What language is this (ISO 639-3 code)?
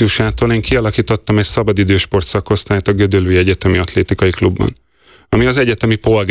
hun